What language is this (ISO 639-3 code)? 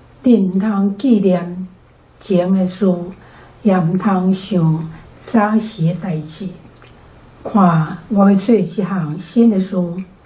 nan